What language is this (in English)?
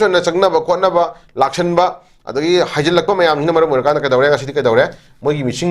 Manipuri